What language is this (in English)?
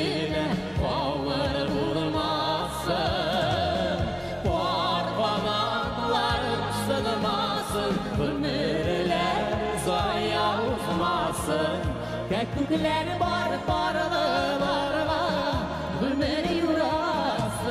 Bashkir